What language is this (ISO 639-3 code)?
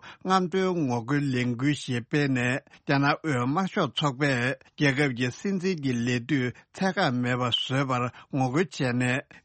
bod